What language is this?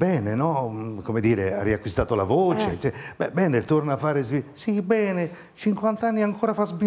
Italian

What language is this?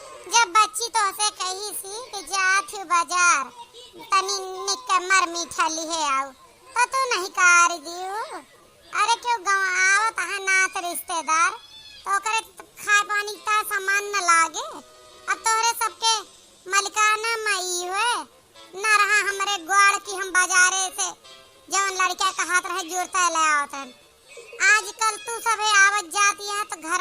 Awadhi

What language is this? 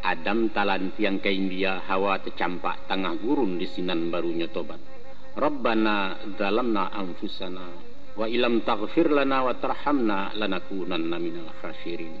Minangkabau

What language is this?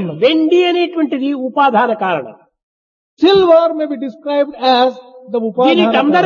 Telugu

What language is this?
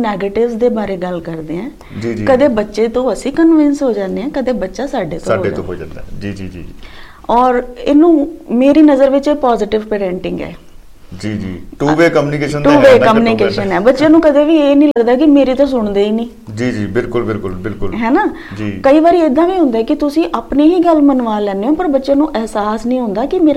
Punjabi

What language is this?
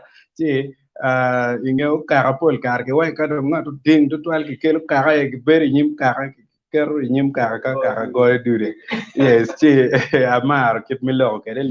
Acoli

